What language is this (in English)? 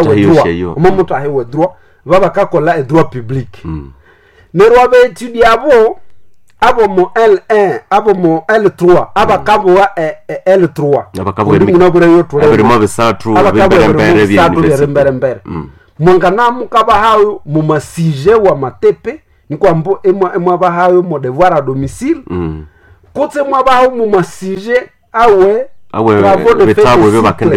Nande